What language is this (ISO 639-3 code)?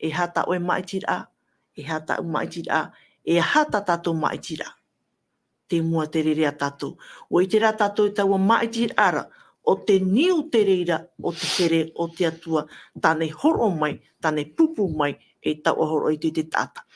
tah